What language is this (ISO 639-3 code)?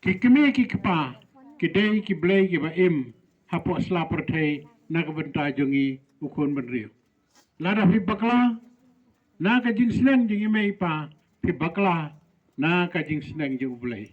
kha